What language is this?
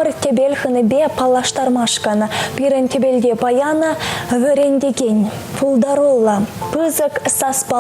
Chuvash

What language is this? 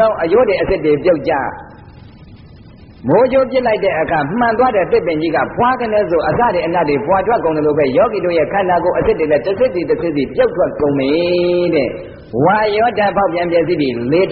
Burmese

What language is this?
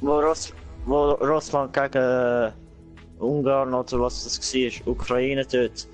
Swiss German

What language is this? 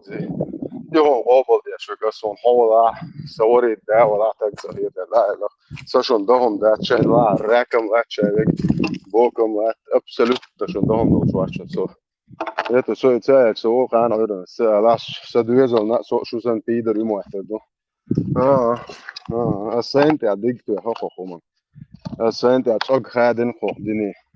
Chechen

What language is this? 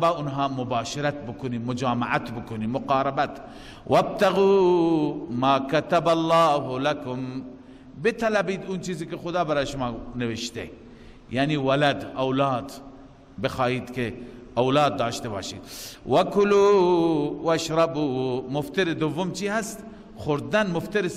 Persian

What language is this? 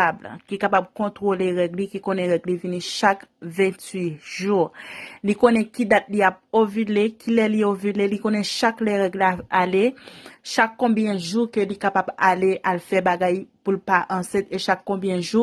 Haitian Creole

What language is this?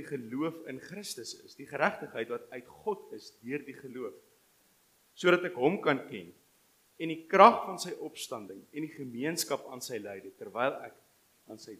Afrikaans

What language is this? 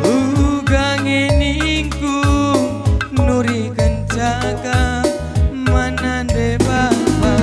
Batak Karo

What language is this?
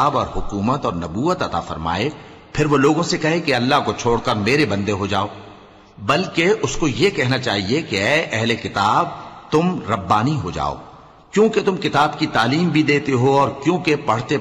Urdu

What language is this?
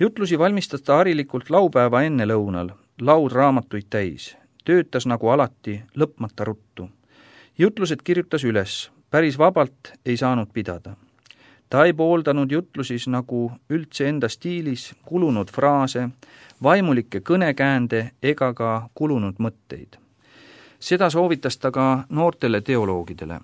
Estonian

